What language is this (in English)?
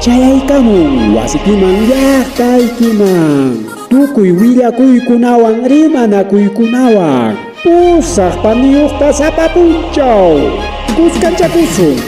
Ayacucho Quechua